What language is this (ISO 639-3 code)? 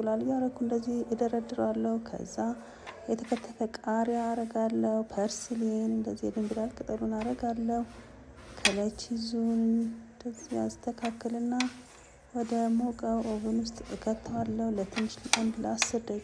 amh